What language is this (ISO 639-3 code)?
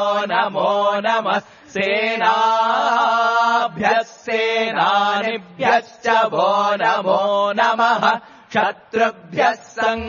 san